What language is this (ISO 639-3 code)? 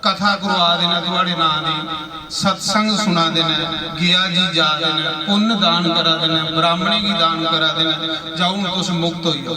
doi